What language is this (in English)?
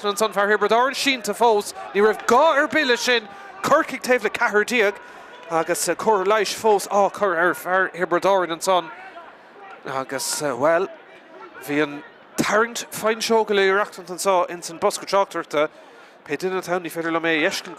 Irish